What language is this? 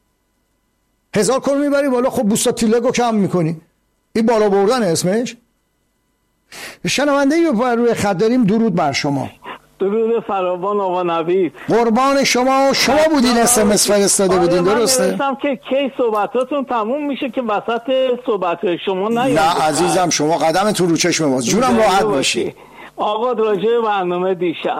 Persian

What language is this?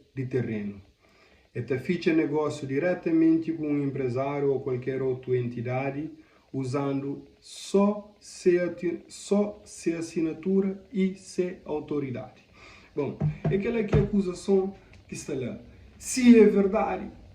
Kabuverdianu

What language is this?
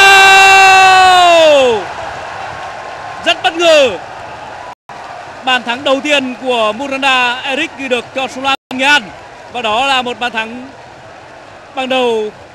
Vietnamese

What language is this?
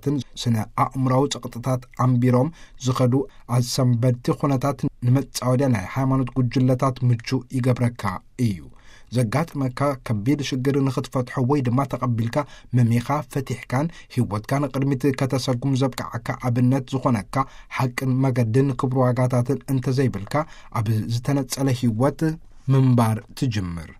Tigrinya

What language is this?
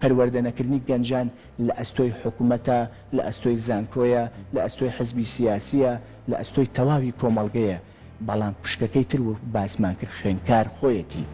Central Kurdish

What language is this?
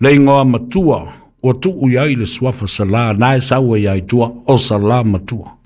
Samoan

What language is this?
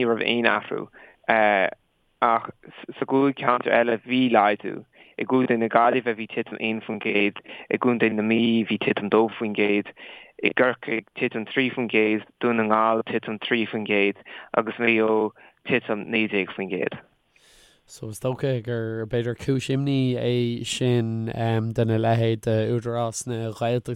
Irish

